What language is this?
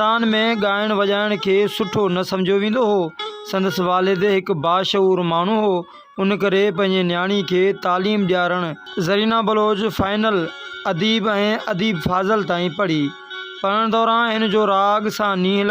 Sindhi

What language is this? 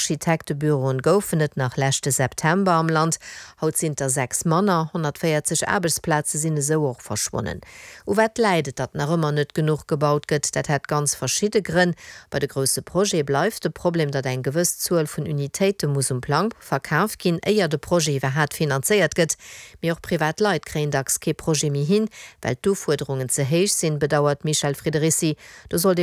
Luxembourgish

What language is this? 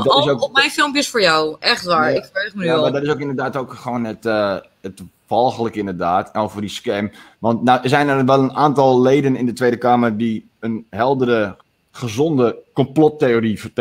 Dutch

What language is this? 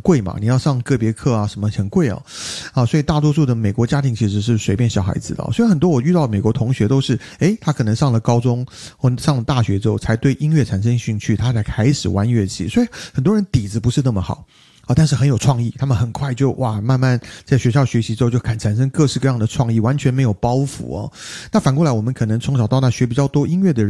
Chinese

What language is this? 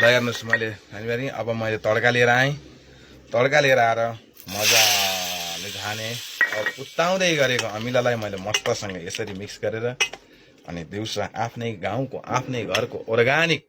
Nepali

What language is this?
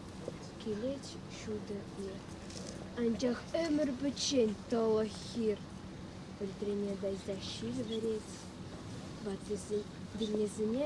Chuvash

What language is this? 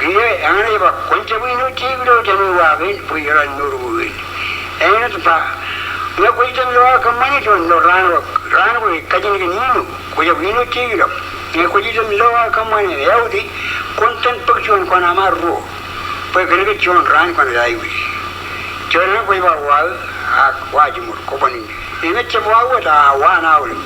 Marshallese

